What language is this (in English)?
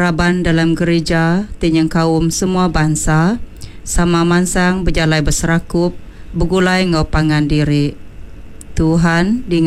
Iban